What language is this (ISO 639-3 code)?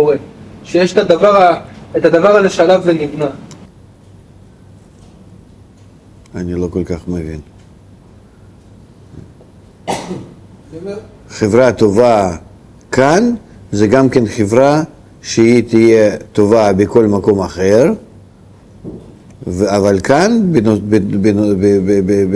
heb